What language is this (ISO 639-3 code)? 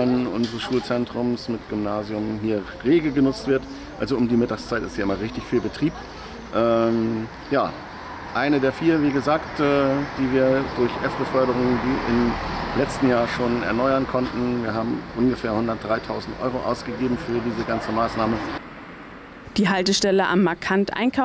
deu